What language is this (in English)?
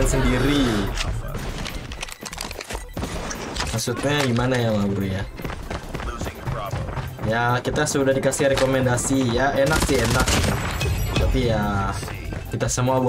Indonesian